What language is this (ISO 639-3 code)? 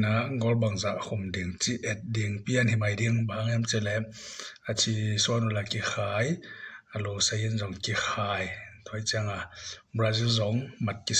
ctd